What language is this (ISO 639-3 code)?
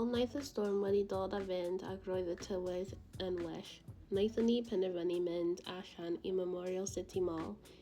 cym